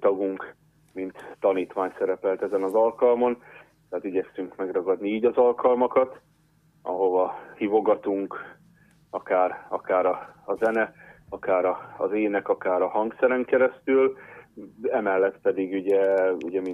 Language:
Hungarian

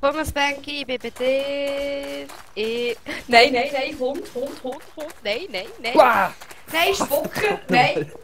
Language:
Swiss German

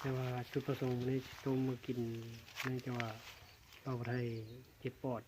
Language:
Lao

